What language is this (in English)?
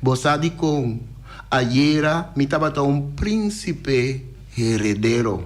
Papiamento